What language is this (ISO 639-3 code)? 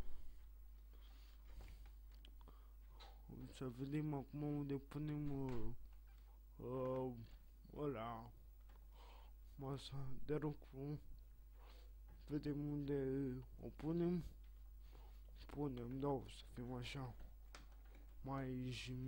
ron